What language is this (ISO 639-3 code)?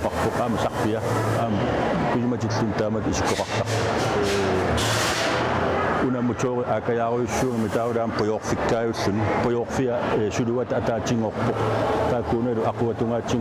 kal